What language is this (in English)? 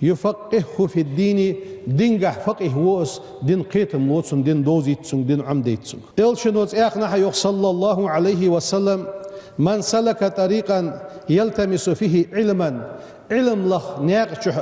Ingush